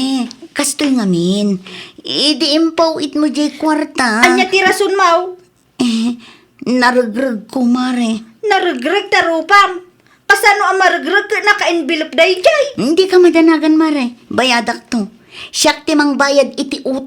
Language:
Iloko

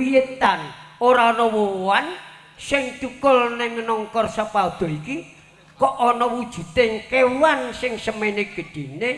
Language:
Javanese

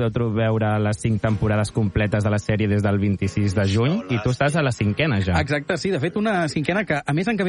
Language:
Catalan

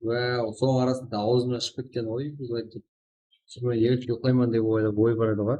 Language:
Kara-Kalpak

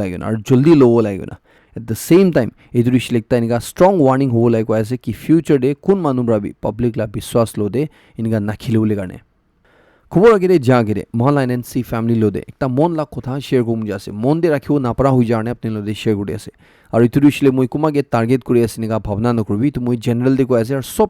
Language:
Naga Pidgin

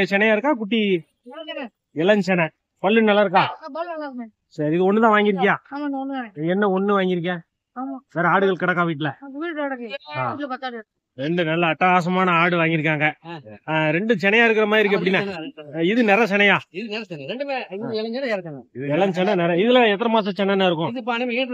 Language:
Tamil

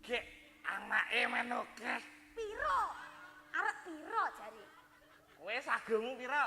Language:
Javanese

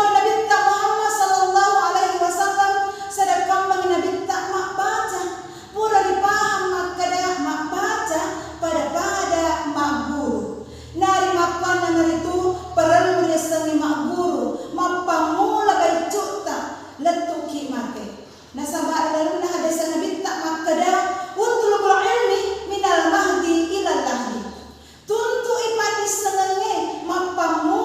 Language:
Buginese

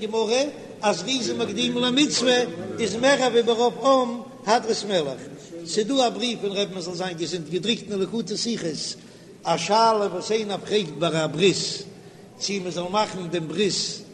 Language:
Yiddish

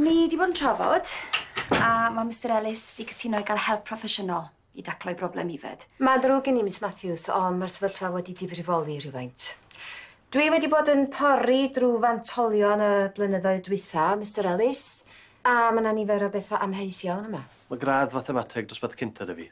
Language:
Welsh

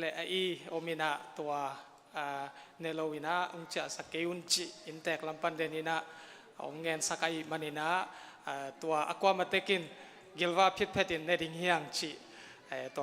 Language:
Tedim Chin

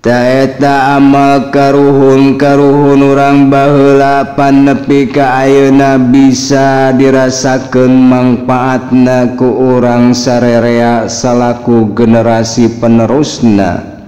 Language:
Sundanese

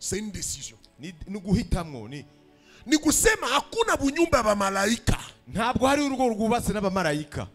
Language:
Rundi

